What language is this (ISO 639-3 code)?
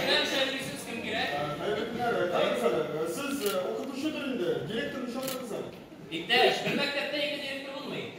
tat